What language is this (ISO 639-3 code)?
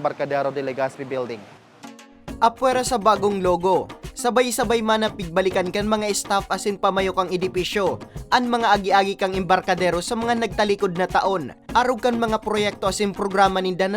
bik